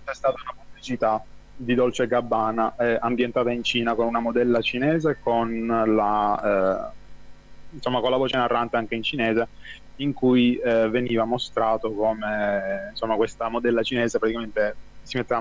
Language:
Italian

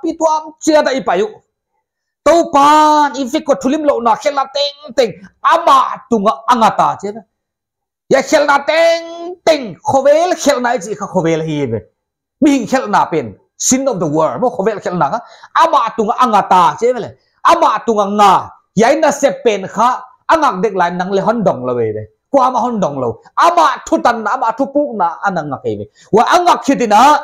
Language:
Paite Chin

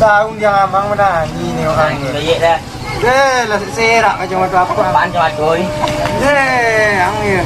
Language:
Minangkabau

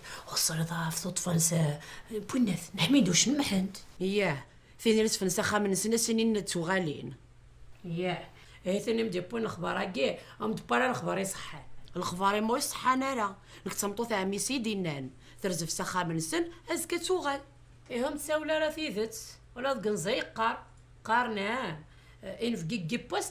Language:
Kabyle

